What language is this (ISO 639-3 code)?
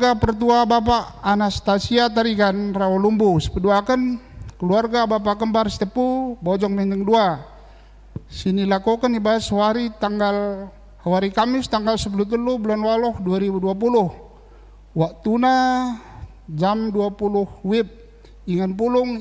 btx